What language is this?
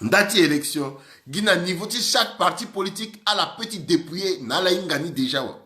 Sango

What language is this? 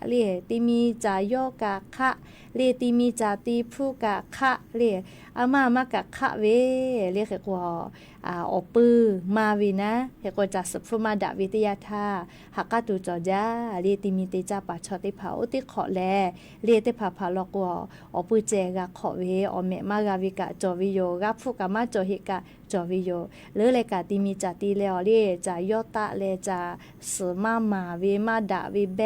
Lahu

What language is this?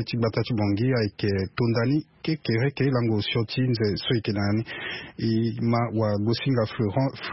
Sango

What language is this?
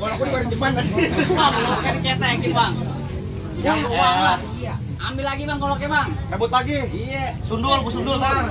Betawi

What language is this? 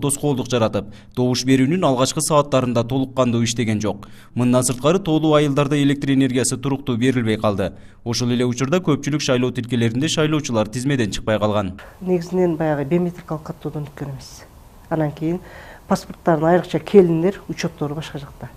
Kyrgyz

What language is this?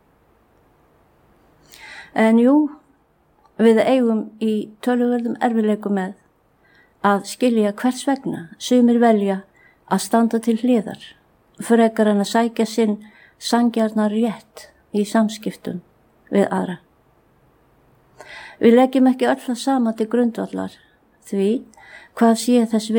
Icelandic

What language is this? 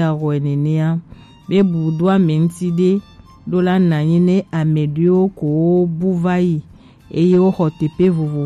Gen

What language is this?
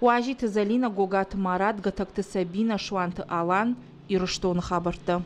Ossetic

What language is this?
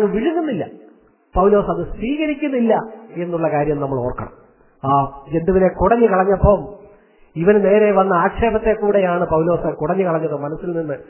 Malayalam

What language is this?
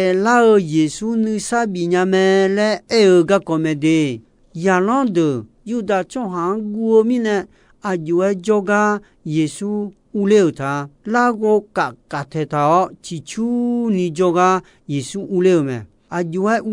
Akha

